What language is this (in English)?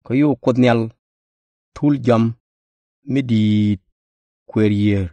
Nuer